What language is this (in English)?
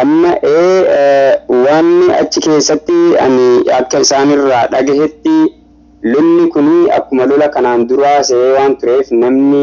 Oromo